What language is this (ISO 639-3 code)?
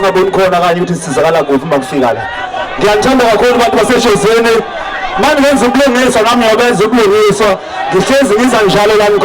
zul